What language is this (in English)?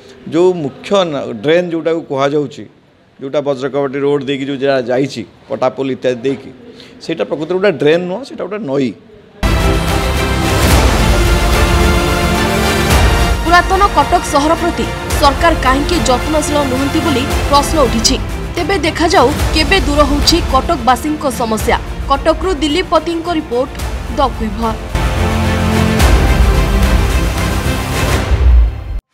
Odia